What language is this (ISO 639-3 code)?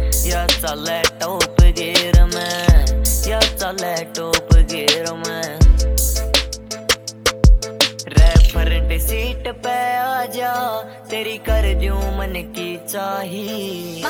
bgc